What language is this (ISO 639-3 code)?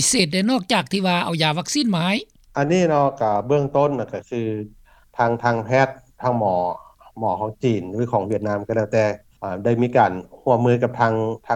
lao